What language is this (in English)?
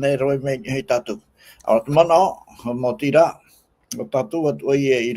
Tahitian